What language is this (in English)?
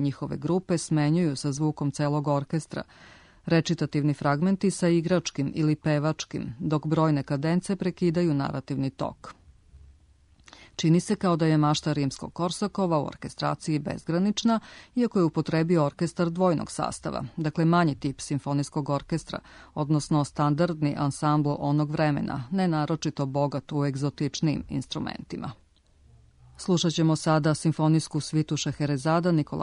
Serbian